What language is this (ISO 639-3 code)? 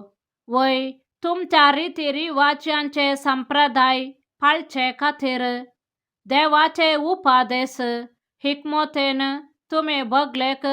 kok